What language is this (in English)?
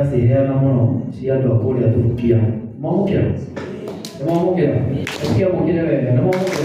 Kikuyu